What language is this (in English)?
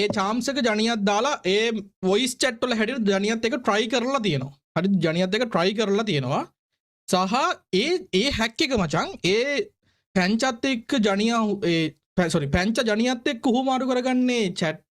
Sinhala